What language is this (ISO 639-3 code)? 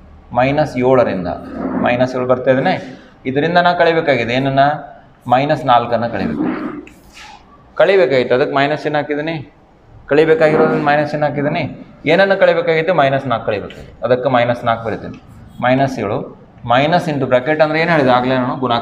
kan